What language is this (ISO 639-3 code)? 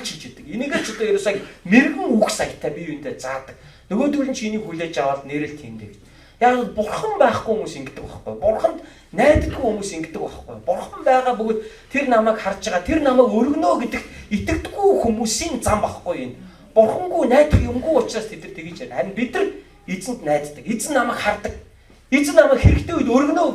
mon